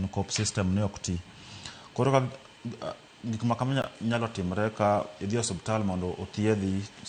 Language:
Luo (Kenya and Tanzania)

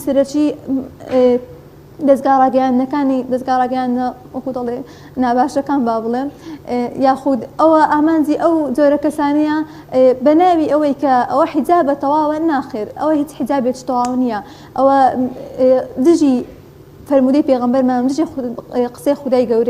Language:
Central Kurdish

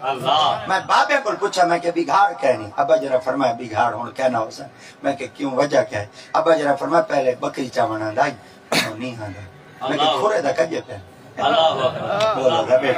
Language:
Saraiki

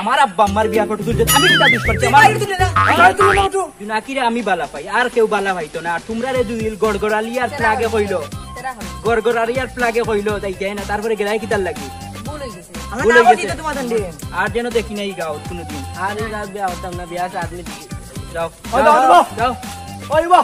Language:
Sylheti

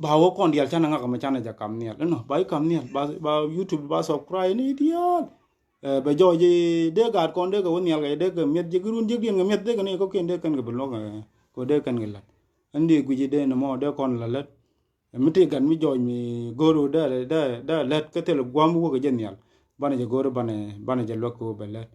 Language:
Nuer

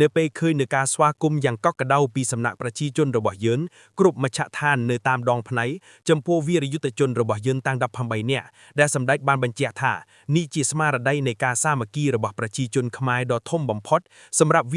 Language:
Khmer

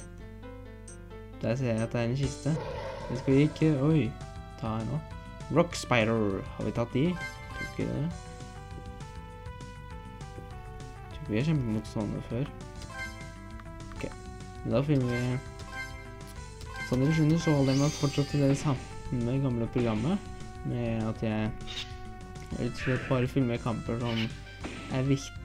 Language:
Norwegian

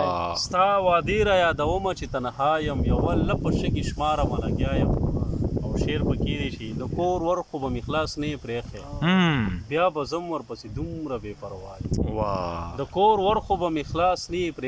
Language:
Pashto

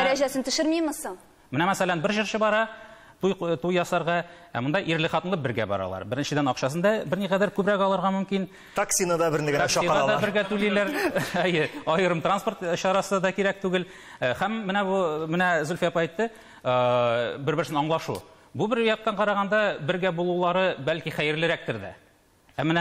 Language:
Tatar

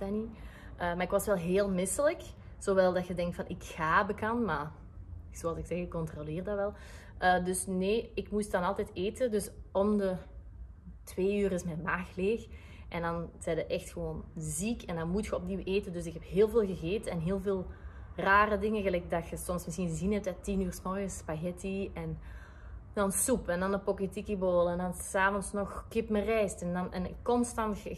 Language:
Dutch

